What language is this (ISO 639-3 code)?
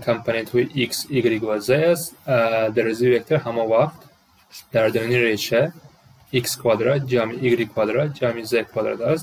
tgk